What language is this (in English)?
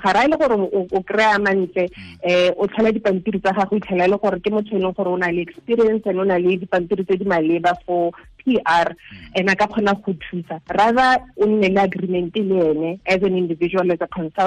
Tswana